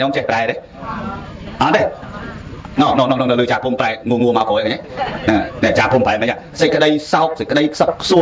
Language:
Khmer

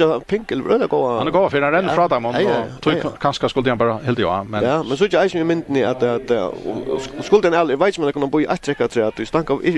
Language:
Faroese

